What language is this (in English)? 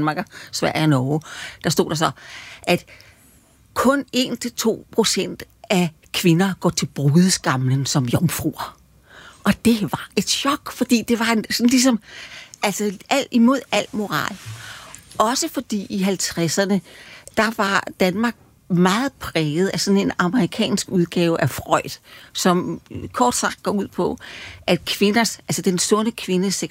Danish